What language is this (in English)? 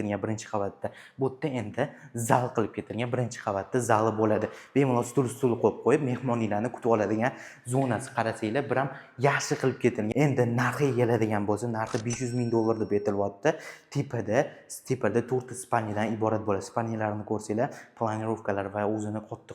Uzbek